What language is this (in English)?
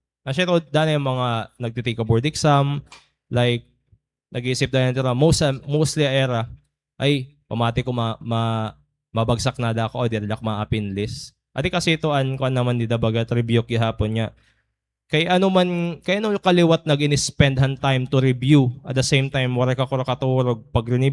Waray